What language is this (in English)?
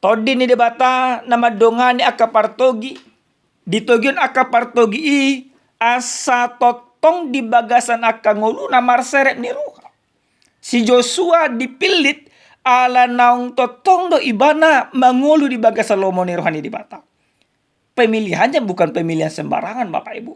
Batak Toba